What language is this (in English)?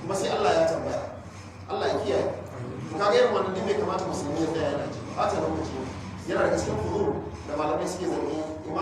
Hausa